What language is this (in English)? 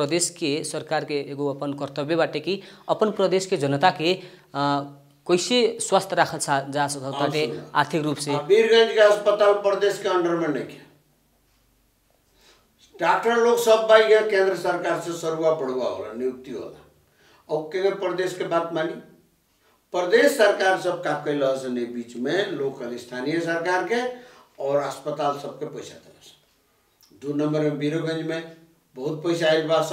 Bhojpuri